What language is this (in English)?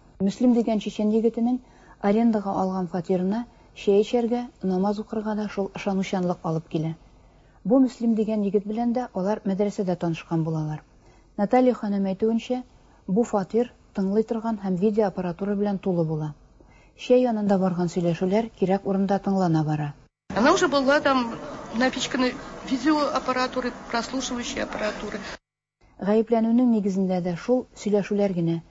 Tatar